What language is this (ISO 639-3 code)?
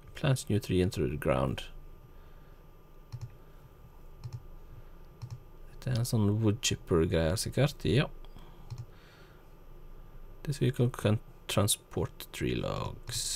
nor